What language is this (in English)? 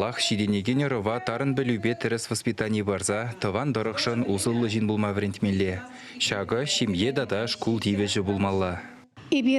Chuvash